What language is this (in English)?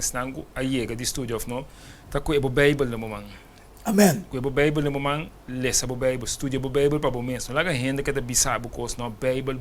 Papiamento